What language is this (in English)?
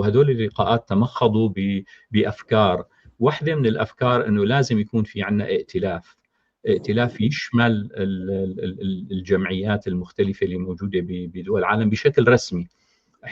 North Levantine Arabic